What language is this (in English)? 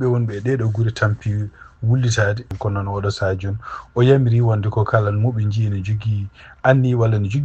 Fula